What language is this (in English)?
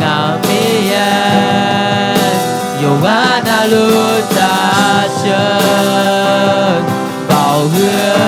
Akha